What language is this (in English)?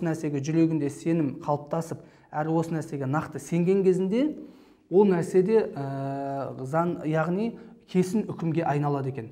Kazakh